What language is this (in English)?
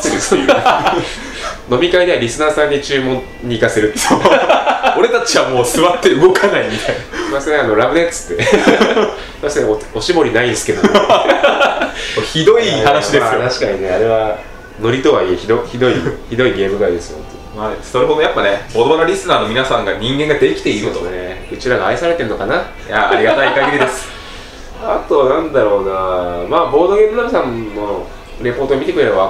Japanese